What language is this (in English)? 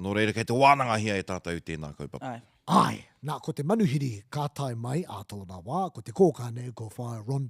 Māori